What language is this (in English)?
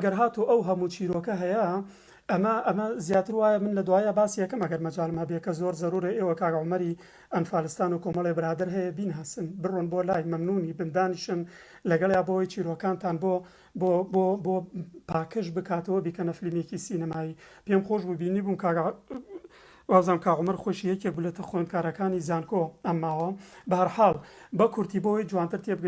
Central Kurdish